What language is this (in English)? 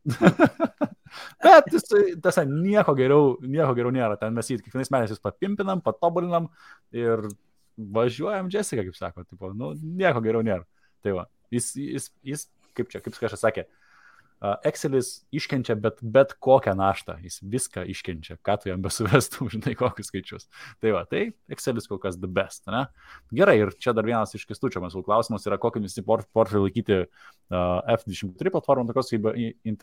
Lithuanian